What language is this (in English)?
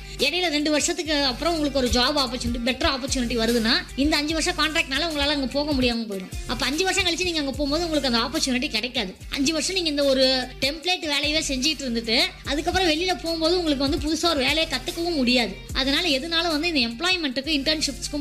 Tamil